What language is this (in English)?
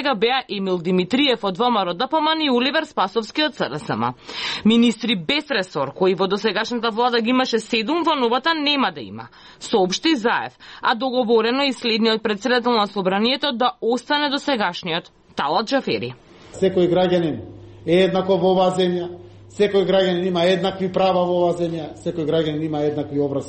Macedonian